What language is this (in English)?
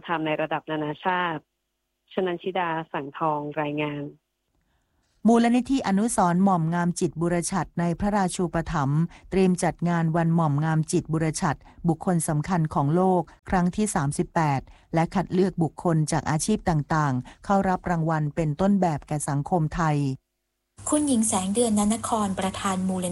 Thai